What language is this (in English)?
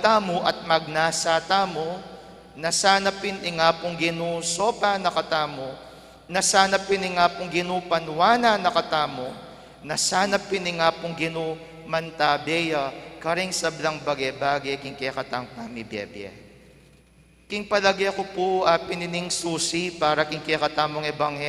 Pampanga